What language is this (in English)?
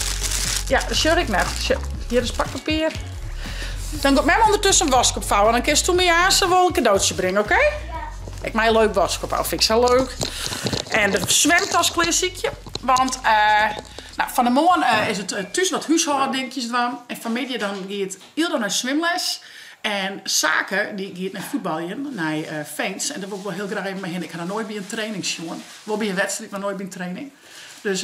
Western Frisian